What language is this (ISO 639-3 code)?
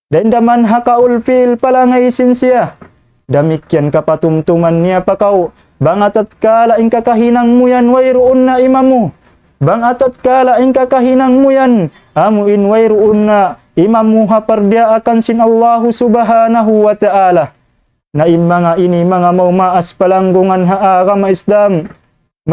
tsg